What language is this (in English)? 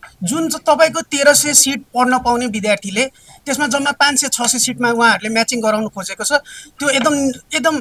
Nepali